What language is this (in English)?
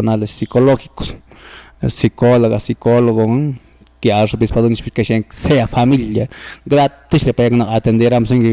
Quechua